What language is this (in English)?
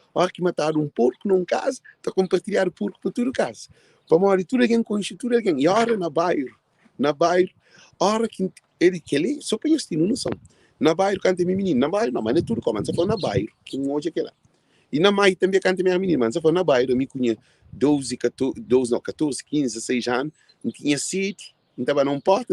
Kabuverdianu